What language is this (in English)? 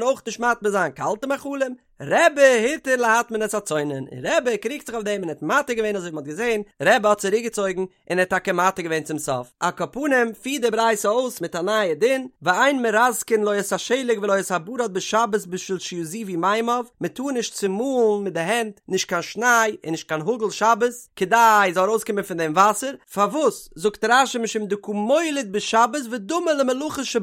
Yiddish